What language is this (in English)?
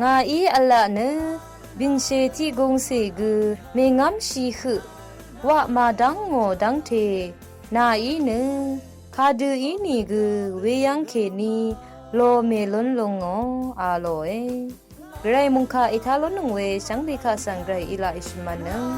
Rawang